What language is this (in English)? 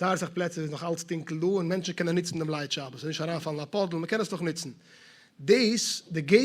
Yiddish